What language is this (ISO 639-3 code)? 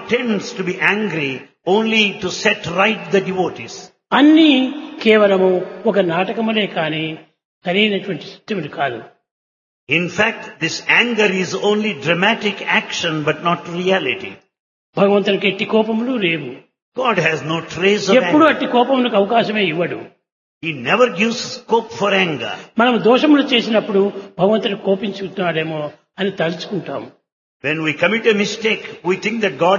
tel